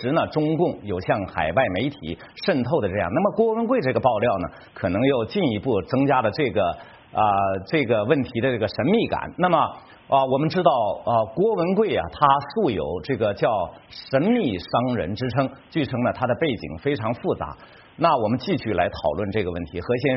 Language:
Chinese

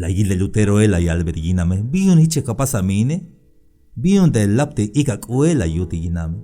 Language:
Tzeltal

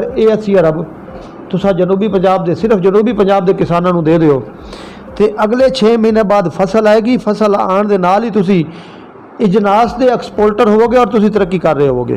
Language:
Saraiki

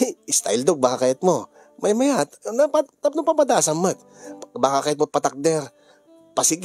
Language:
Iloko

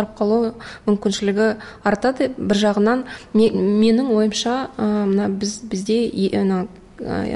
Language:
Kazakh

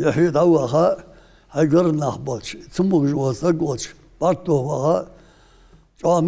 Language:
Ingush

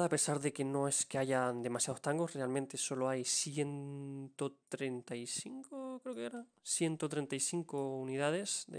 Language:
Spanish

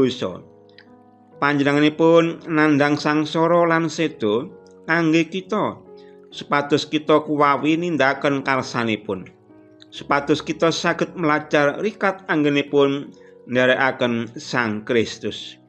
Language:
Javanese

